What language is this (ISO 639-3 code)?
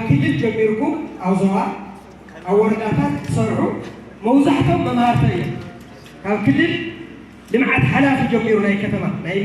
tir